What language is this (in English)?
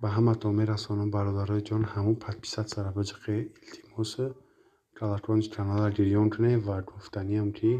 Tajik